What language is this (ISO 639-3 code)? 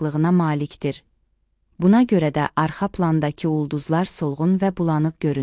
aze